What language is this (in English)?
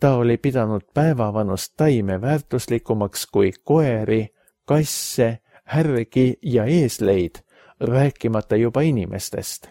Estonian